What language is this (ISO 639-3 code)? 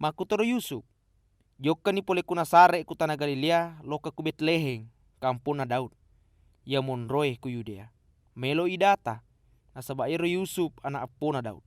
bug